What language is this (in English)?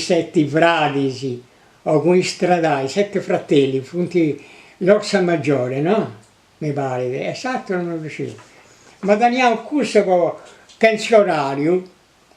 Sardinian